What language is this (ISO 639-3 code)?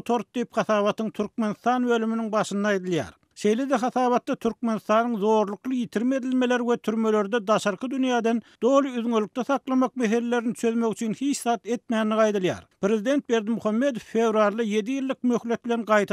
tuk